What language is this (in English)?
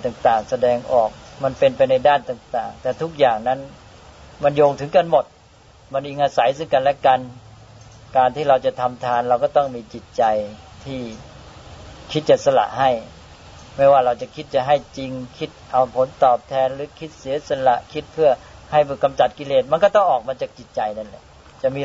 Thai